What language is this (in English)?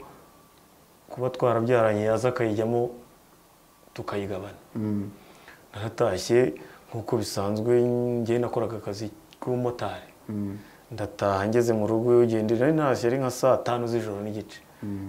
Kinyarwanda